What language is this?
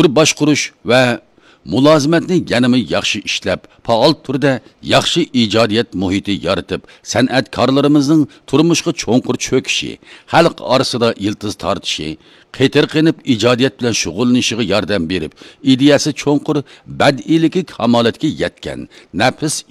Uyghur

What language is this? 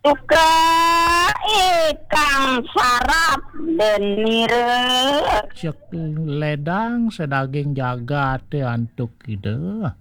Balinese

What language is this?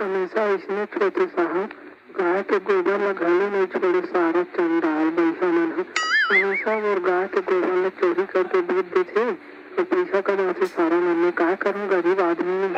Chhattisgarhi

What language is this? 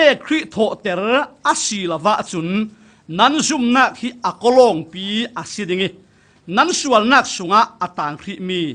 Falam Chin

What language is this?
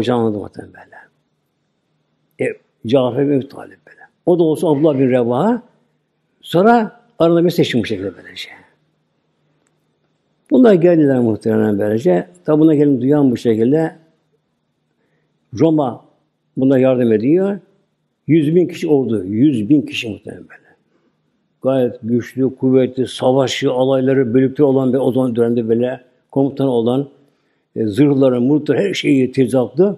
Turkish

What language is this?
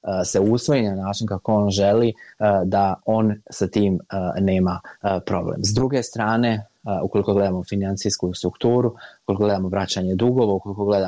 Bosnian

